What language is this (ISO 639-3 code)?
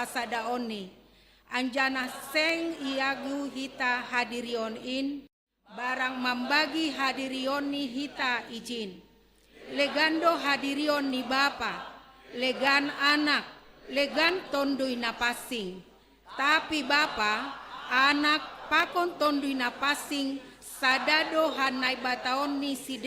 bts